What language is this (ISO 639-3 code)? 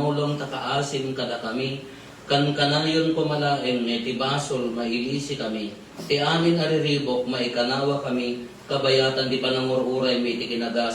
ilo